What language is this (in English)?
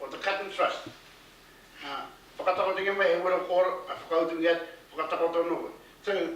Māori